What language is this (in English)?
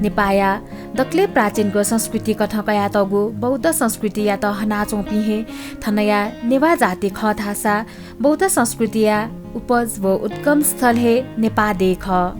Newari